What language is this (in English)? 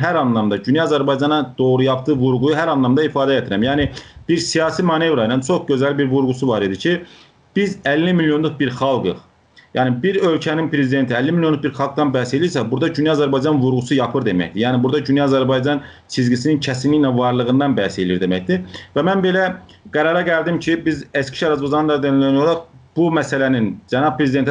South Azerbaijani